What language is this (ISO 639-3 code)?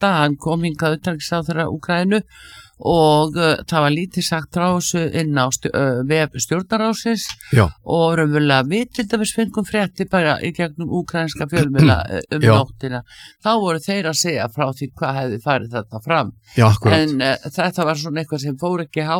isl